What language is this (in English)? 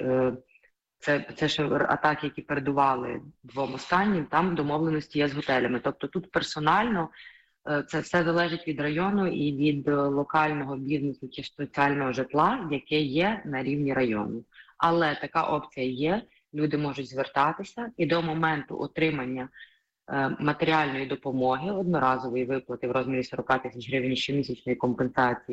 Ukrainian